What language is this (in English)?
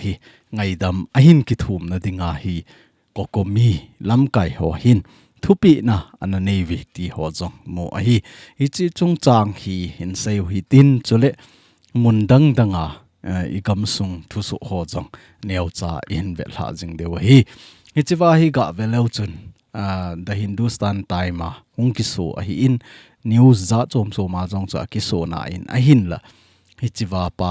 Thado Chin